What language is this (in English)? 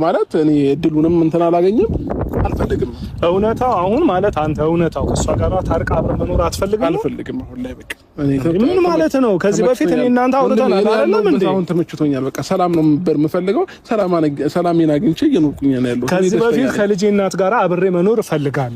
Amharic